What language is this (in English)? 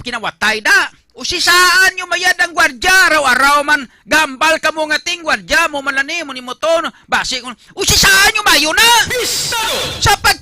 Hiligaynon